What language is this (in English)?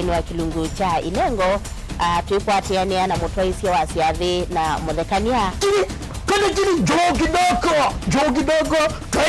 Kamba